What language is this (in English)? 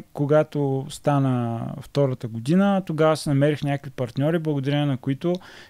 Bulgarian